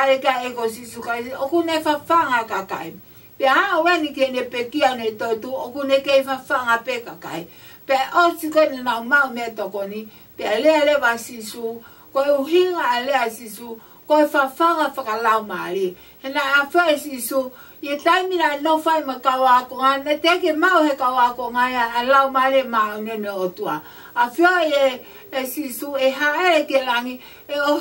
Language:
Tongan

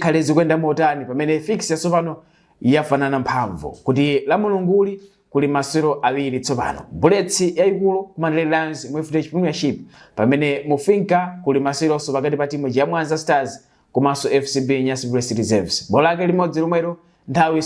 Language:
Nyanja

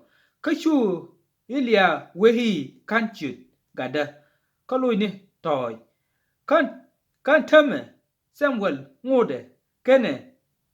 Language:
Nuer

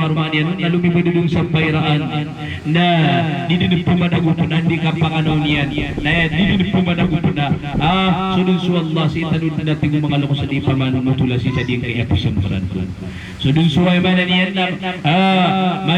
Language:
Maranao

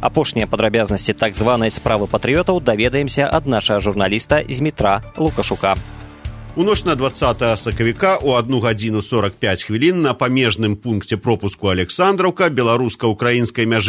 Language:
Belarusian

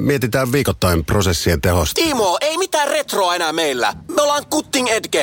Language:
Finnish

